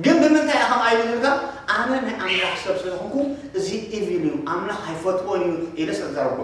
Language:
Tigrinya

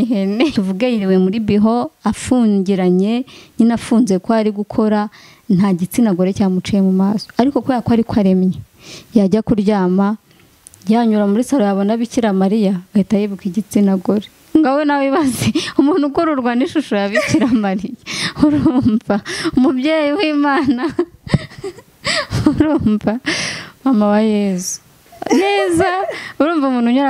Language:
Kinyarwanda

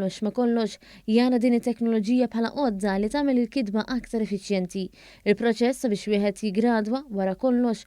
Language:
Maltese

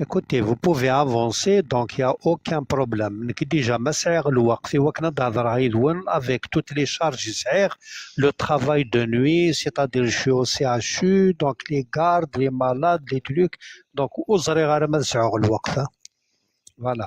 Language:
Kabyle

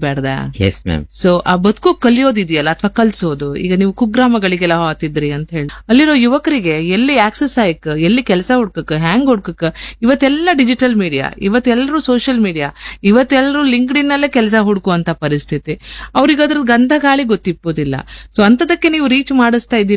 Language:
Kannada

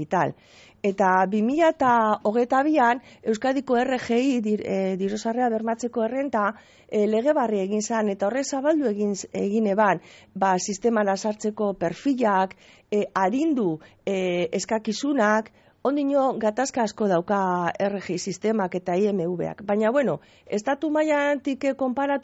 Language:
Basque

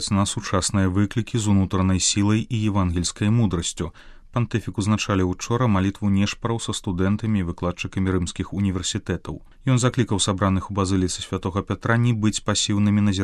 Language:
Belarusian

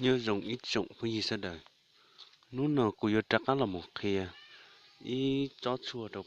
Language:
Hmong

